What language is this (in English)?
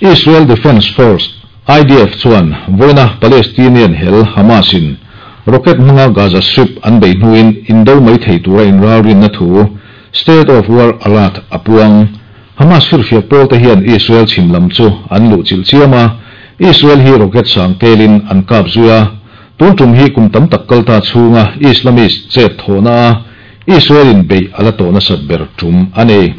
Mizo